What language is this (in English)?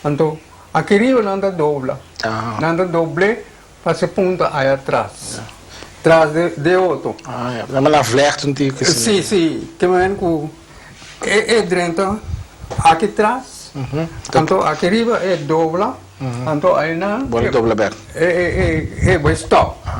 Papiamento